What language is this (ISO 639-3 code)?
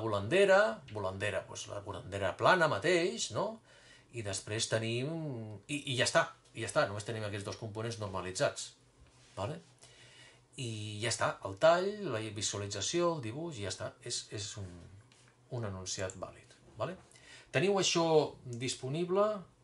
cat